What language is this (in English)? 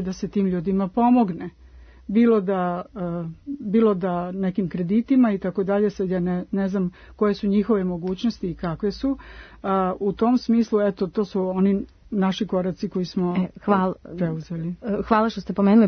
Serbian